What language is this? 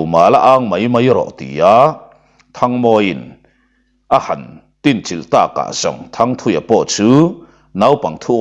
Mizo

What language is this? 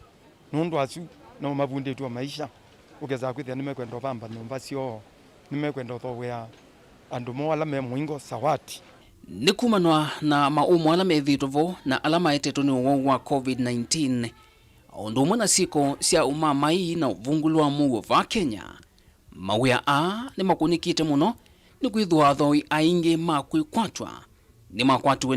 Kamba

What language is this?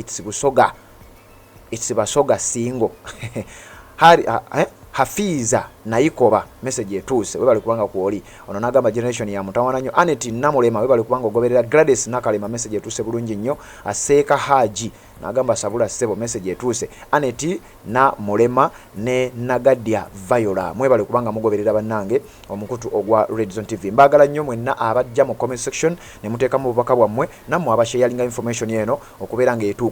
Ganda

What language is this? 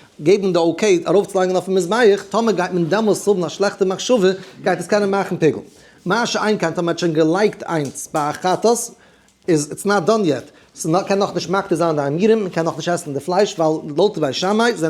Yiddish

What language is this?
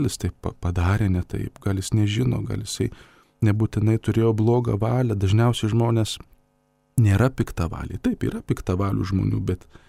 Lithuanian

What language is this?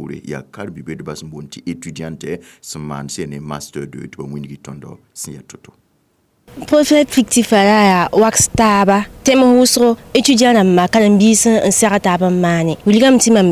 Mossi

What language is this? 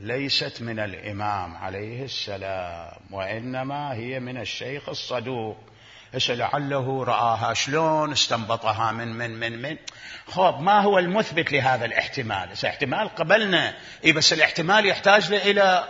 Mesopotamian Arabic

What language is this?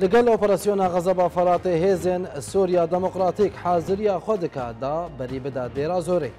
Kurdish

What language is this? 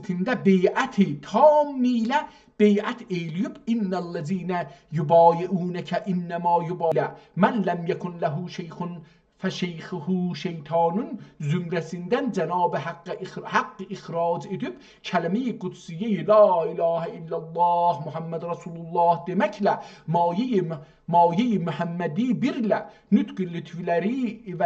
South Azerbaijani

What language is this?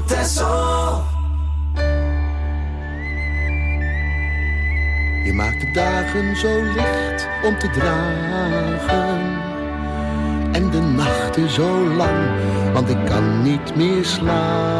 Dutch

